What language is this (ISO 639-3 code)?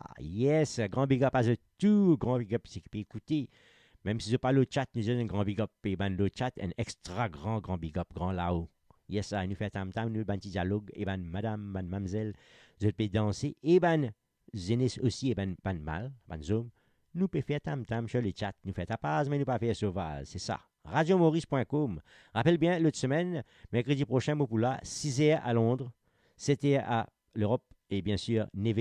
mfe